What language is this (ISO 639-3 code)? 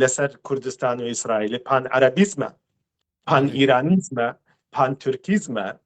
kur